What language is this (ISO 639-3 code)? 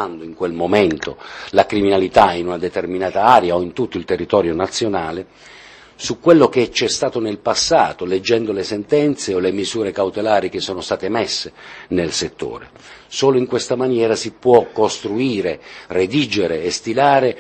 ita